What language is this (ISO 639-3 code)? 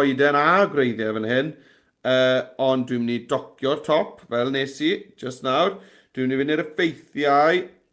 cym